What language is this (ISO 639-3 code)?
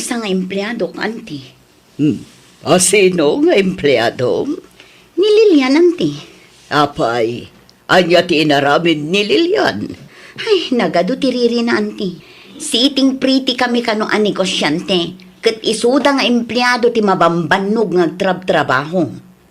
ilo